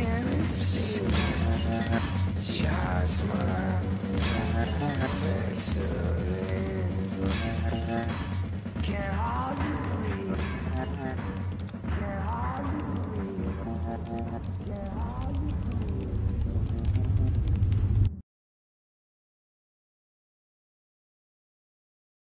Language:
English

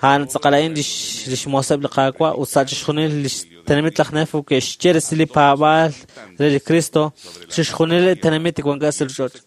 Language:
Kekchí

